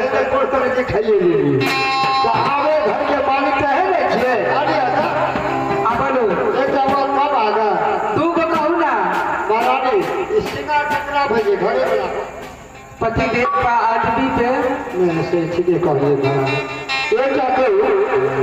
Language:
Maithili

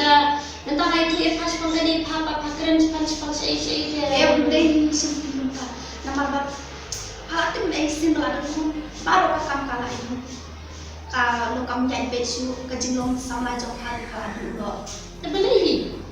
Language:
Khasi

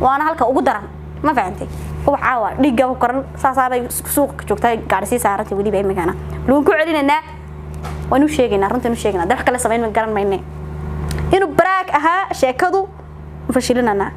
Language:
Somali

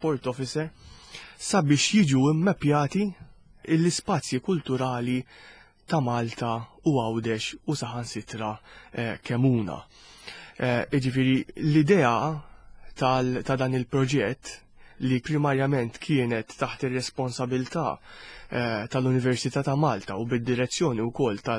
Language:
Maltese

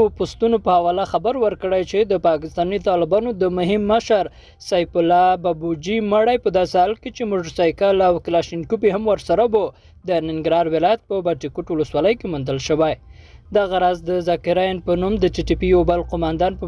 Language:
Pashto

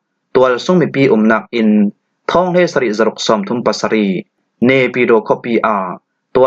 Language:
Falam Chin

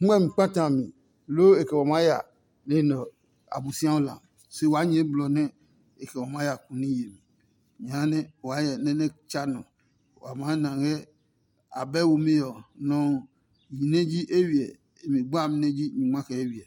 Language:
Adangme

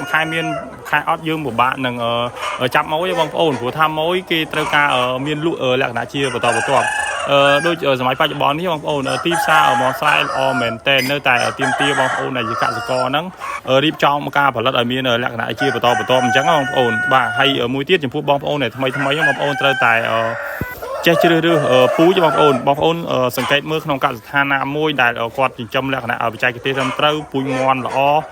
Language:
Khmer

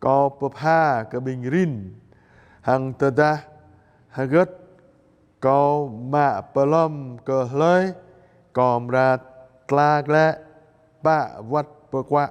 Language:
Jarai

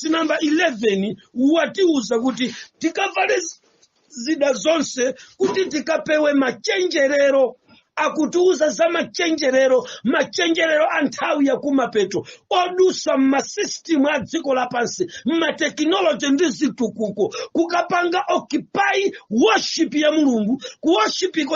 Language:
Nyanja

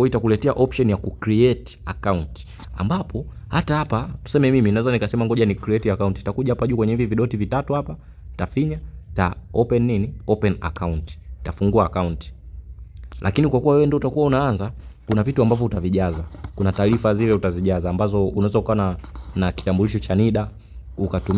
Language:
Swahili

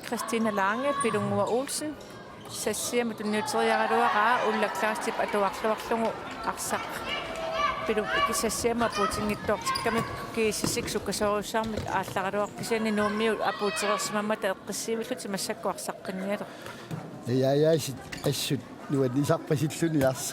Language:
Kalaallisut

